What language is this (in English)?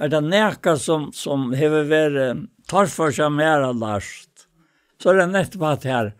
Faroese